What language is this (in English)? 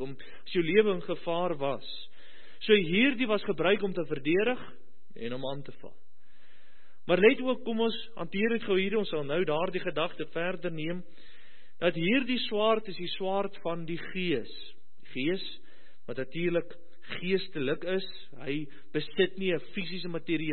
Afrikaans